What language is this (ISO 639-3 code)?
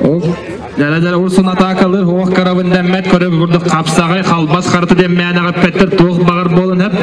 sah